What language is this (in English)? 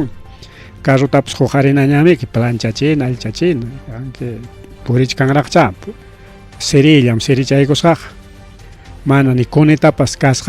Ayacucho Quechua